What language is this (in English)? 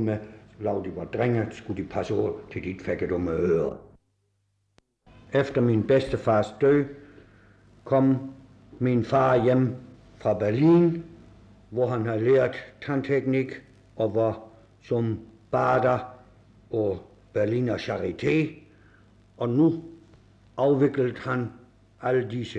Danish